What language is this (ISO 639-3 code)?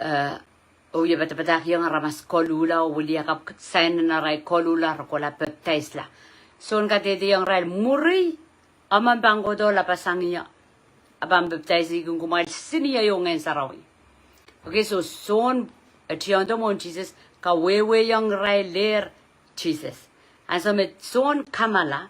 pon